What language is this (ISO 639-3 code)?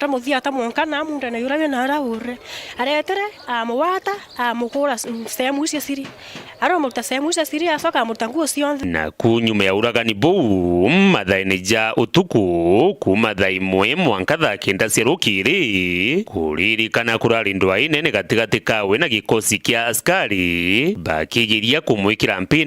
mer